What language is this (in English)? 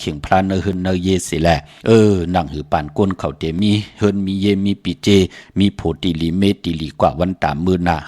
Shan